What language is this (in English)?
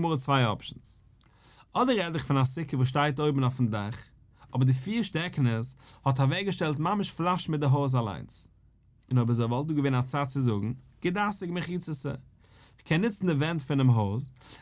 Yiddish